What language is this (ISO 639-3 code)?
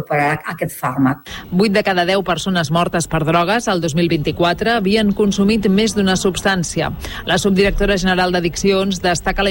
cat